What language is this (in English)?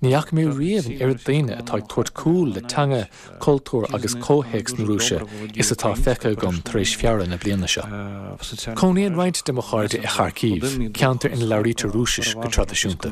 Irish